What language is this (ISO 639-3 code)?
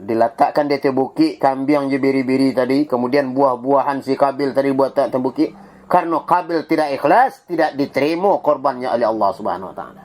min